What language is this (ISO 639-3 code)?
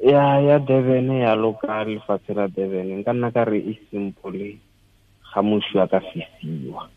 tsn